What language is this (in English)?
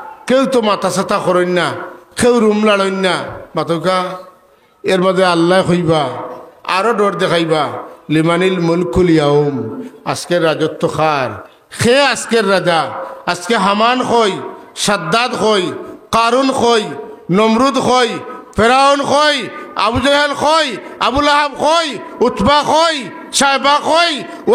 Sylheti